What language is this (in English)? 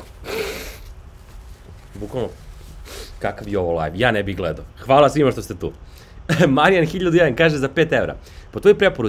Serbian